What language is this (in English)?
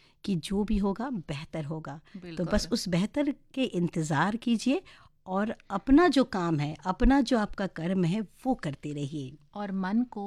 Hindi